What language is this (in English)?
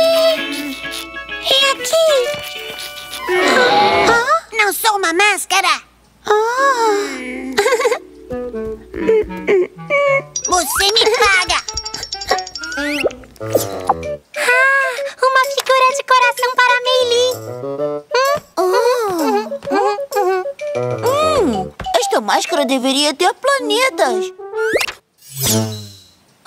Portuguese